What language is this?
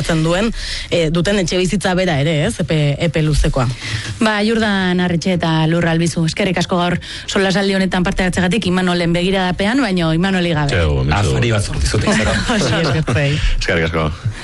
Basque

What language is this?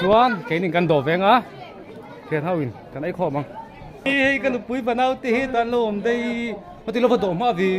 Mizo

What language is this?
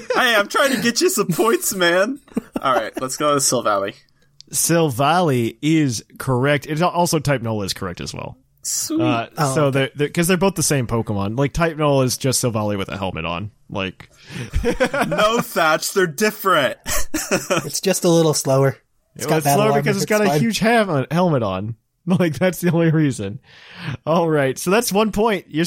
English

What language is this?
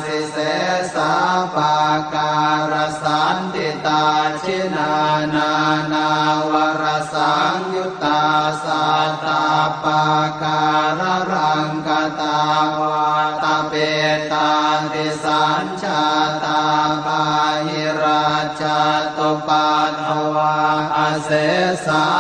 Pali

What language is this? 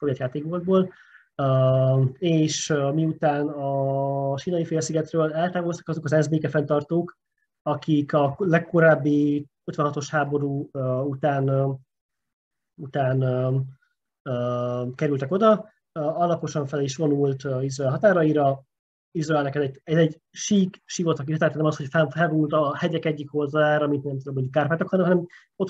Hungarian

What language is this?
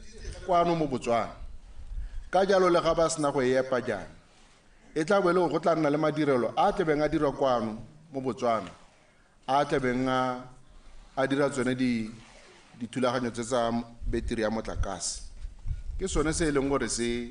Tswana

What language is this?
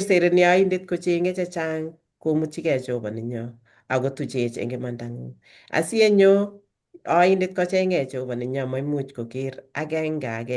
Kalenjin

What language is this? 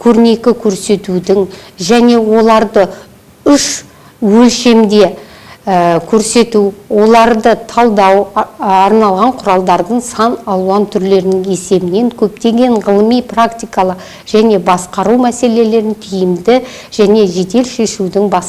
Kazakh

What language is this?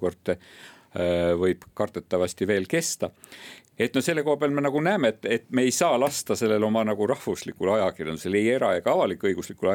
Estonian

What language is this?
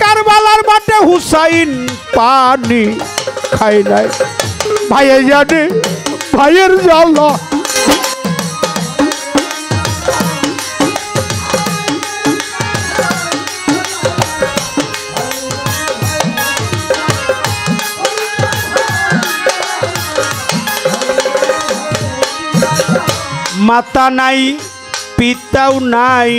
Bangla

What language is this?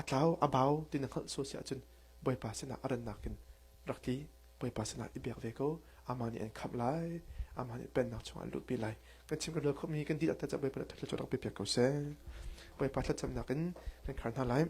Hakha Chin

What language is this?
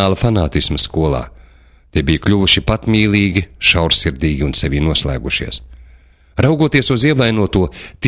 Latvian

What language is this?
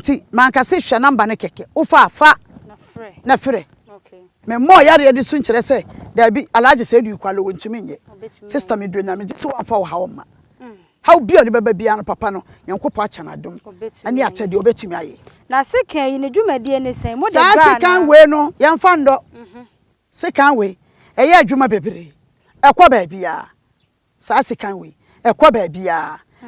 Akan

